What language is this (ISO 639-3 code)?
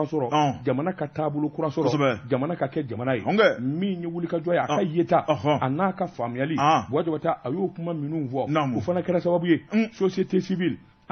bam